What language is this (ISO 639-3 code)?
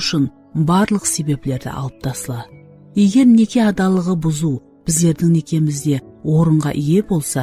kaa